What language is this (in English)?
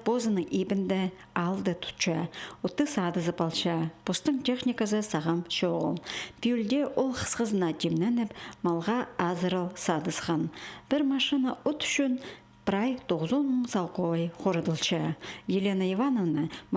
Khakas